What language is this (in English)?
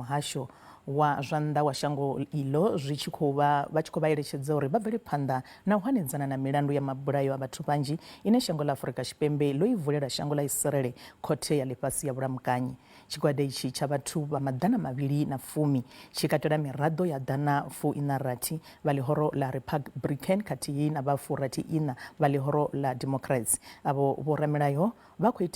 Venda